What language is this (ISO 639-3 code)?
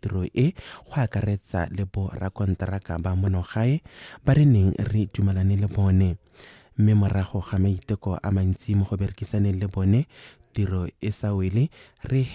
tsn